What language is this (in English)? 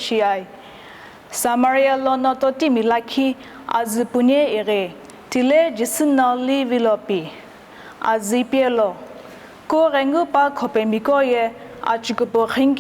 Sumi Naga